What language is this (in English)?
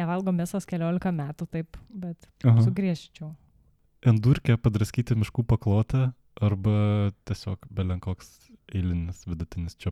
Lithuanian